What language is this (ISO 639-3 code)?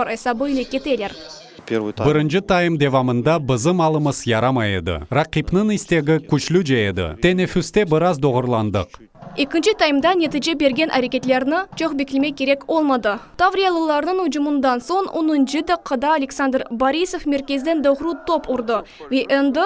crh